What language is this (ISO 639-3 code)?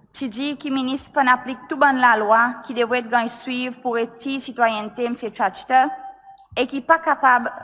crs